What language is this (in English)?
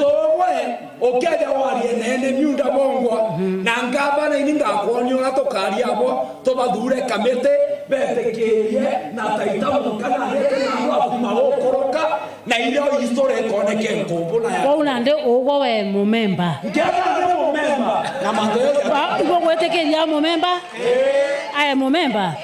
Meru